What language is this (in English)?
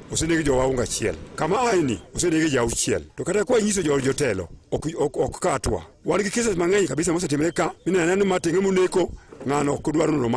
Luo (Kenya and Tanzania)